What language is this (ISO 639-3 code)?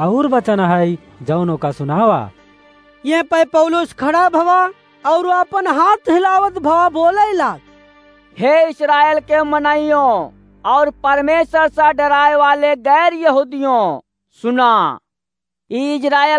awa